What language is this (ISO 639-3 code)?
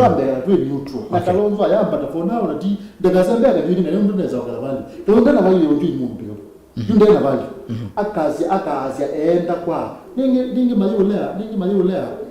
kam